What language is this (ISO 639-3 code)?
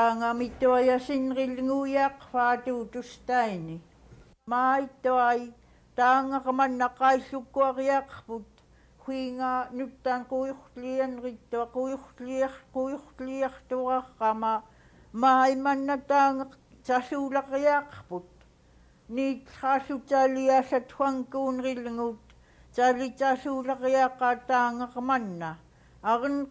esu